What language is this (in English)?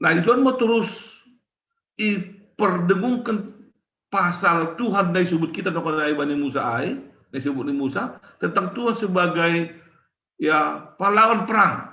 Batak Simalungun